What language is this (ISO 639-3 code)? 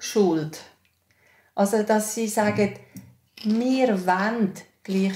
gsw